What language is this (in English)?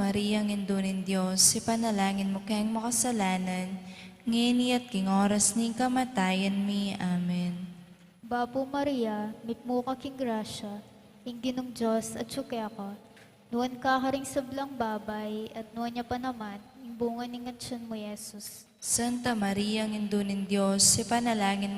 Pampanga